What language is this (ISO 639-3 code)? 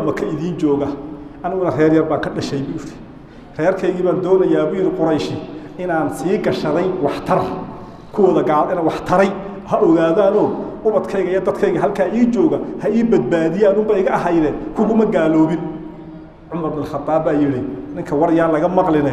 som